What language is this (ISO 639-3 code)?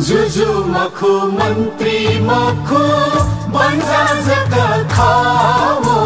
new